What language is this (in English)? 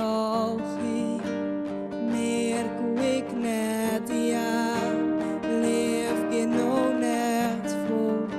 Western Frisian